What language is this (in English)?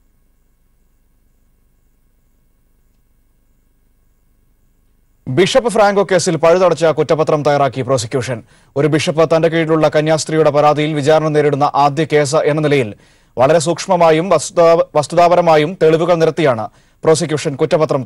Malayalam